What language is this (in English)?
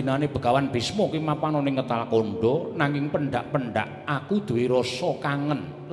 Javanese